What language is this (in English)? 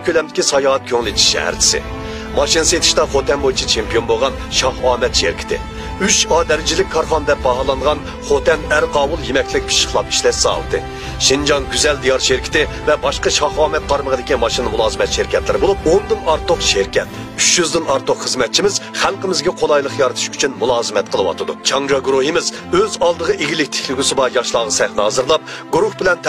Uyghur